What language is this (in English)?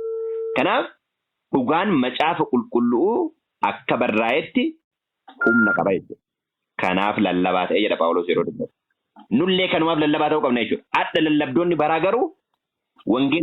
Oromo